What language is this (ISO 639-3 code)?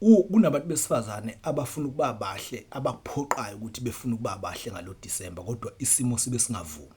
zul